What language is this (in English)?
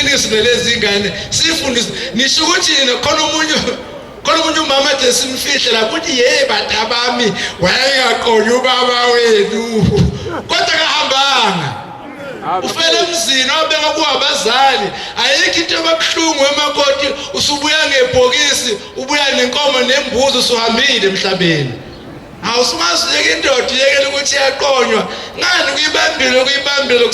Zulu